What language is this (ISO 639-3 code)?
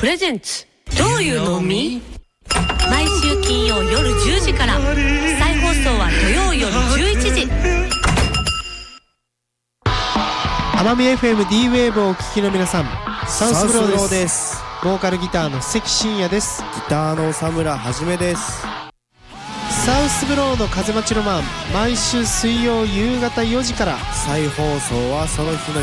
jpn